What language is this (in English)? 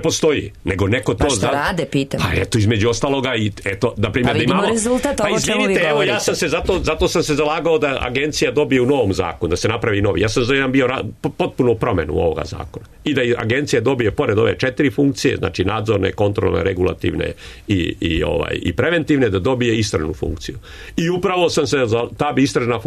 Serbian